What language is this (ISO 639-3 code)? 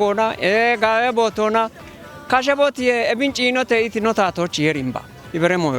kbr